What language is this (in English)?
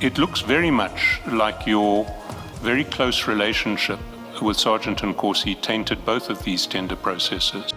Northern Sotho